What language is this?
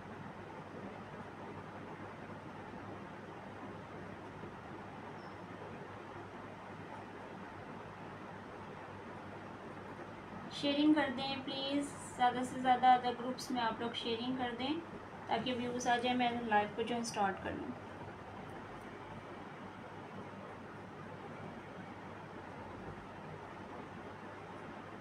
Hindi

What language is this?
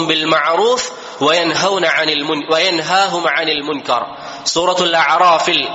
Malayalam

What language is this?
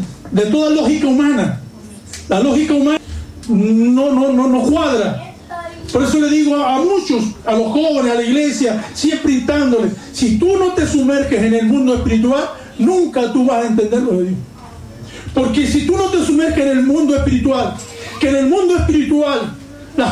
Spanish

